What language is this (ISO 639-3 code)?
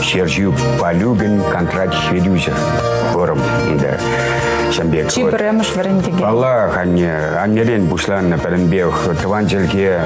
chv